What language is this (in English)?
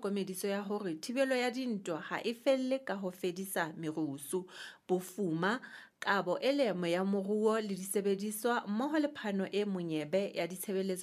Southern Sotho